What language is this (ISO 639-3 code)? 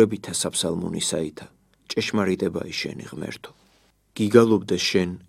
kat